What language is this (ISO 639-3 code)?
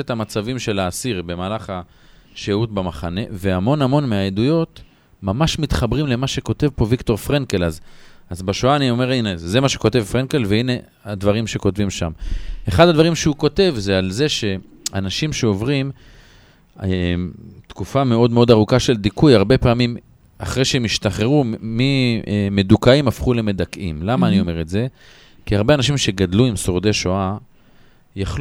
heb